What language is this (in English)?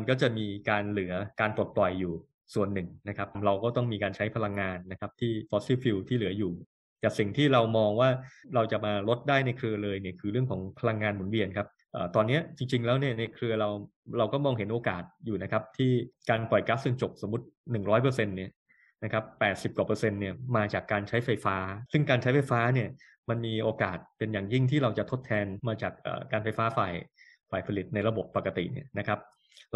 Thai